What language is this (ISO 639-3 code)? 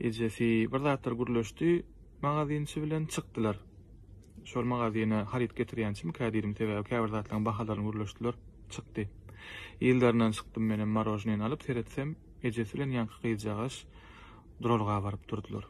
tuk